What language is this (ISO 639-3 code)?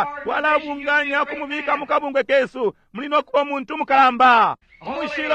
bem